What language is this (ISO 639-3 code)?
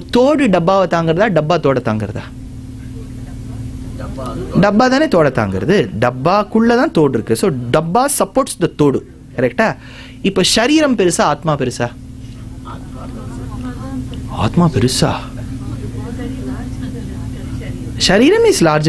tam